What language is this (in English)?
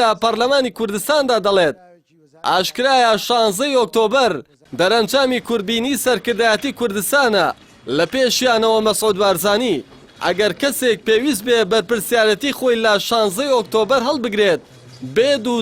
Central Kurdish